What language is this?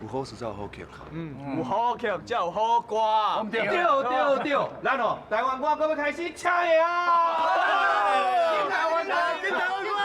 Min Nan Chinese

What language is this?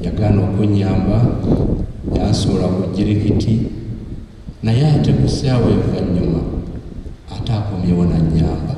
Ganda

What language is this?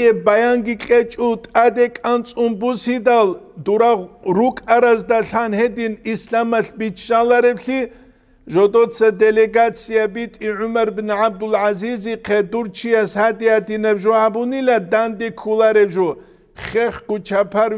Avaric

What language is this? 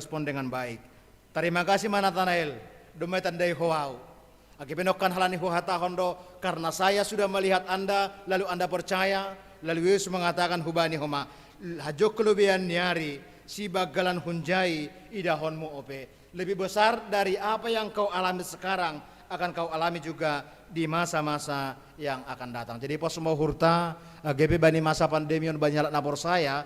Batak Simalungun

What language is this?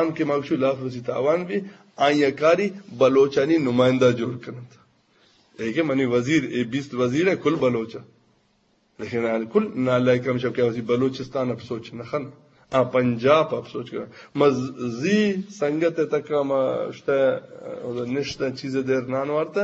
Eastern Balochi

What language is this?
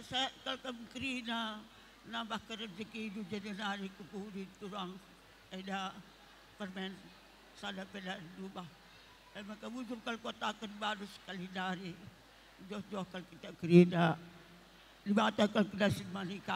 Batak Karo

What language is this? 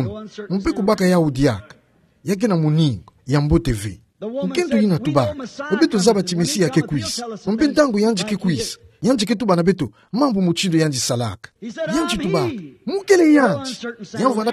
Kituba (Democratic Republic of Congo)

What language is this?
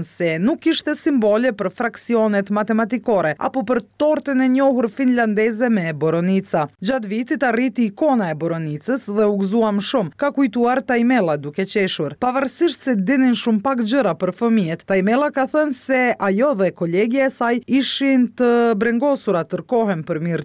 Albanian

